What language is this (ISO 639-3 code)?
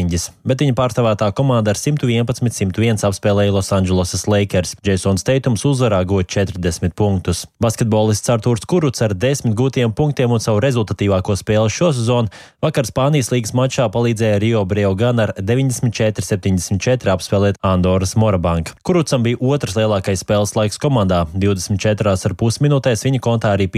lav